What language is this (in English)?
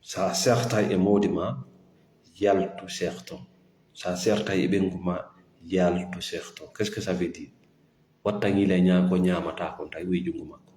Fula